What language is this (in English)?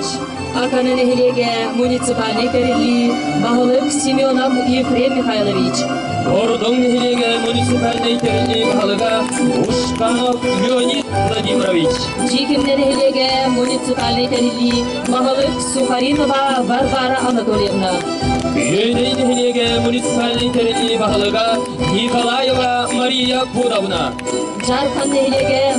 Yakut